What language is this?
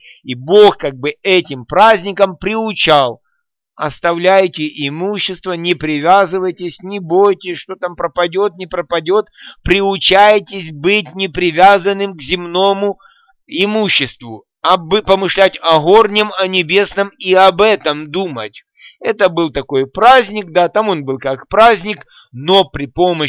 Russian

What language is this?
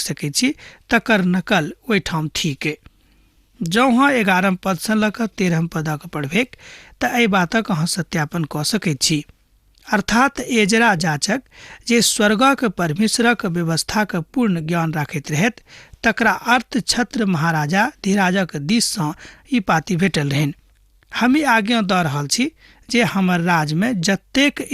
Maithili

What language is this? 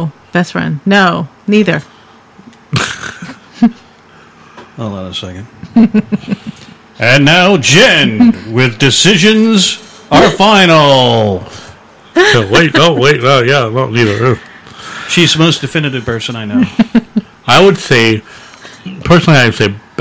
English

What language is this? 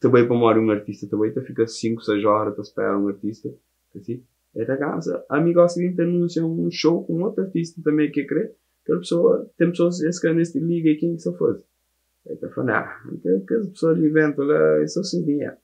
Kabuverdianu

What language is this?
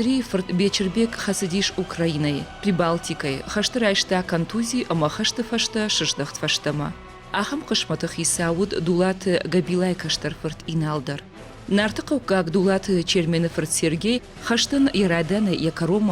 Ossetic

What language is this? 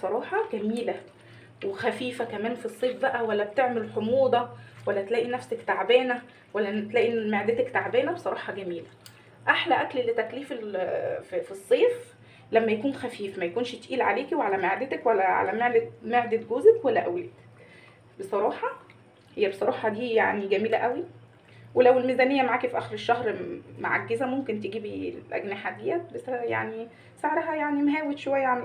Egyptian Arabic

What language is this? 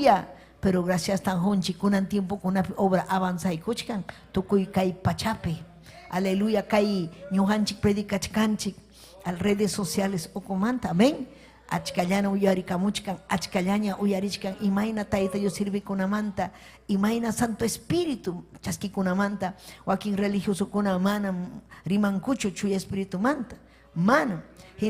Ayacucho Quechua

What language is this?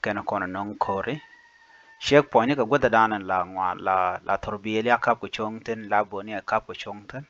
Nuer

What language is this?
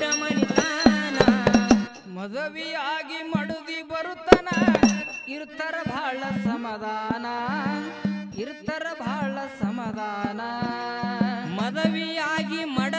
Kannada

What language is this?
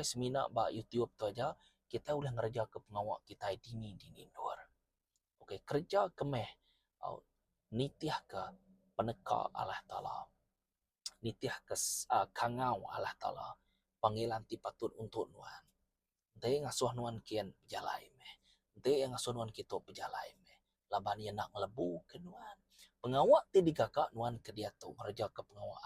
Iban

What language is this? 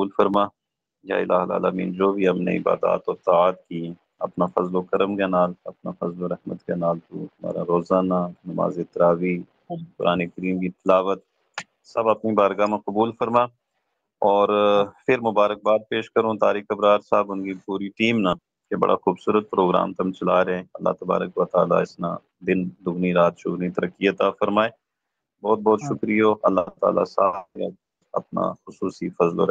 Gujari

